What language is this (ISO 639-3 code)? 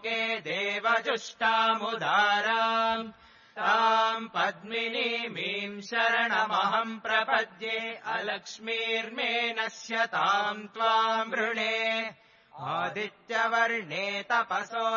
san